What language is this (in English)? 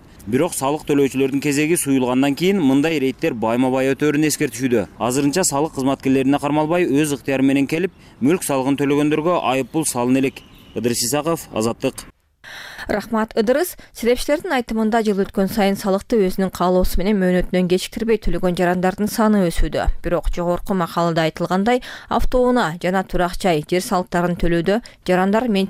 Kyrgyz